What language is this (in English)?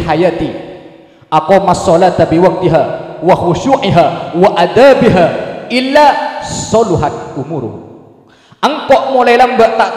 Madurese